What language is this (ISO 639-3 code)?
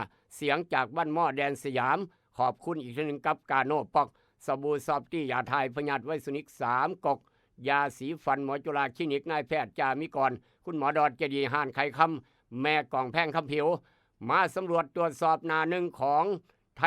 tts